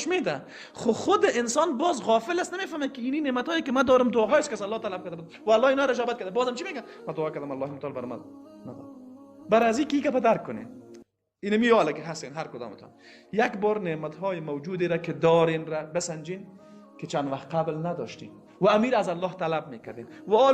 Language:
Persian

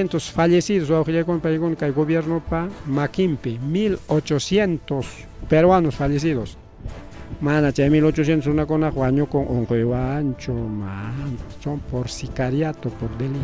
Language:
Ayacucho Quechua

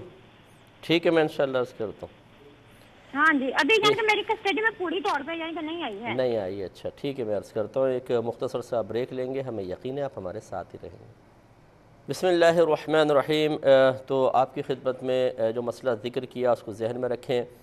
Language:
Urdu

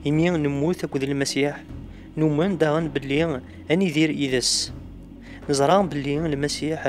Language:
Kabyle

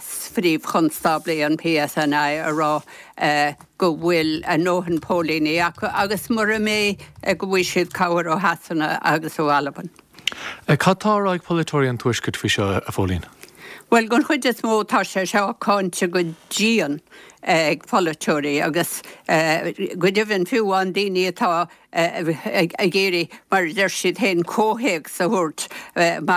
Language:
Irish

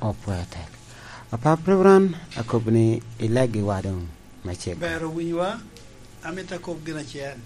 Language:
Lango (Uganda)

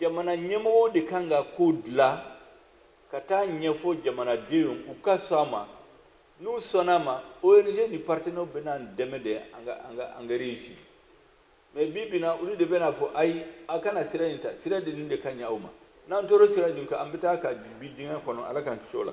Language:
Bambara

